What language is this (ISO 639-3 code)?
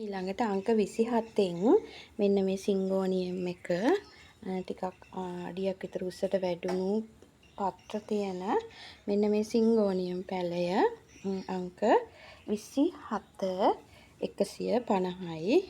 sin